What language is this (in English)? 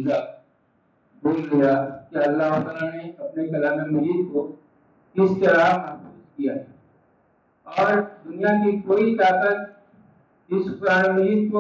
Urdu